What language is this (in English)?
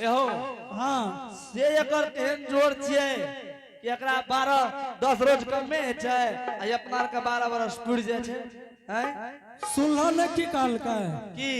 Angika